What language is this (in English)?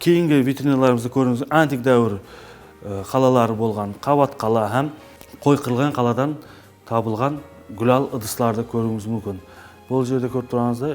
Kara-Kalpak